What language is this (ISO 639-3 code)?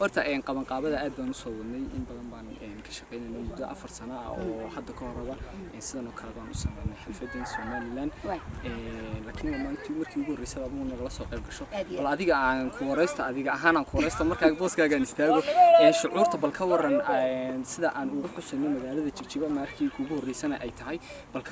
som